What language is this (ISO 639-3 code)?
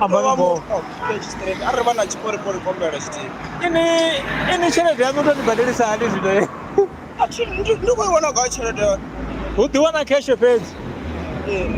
ven